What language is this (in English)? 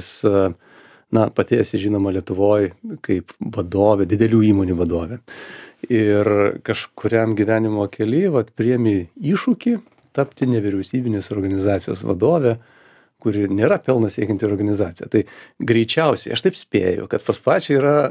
Lithuanian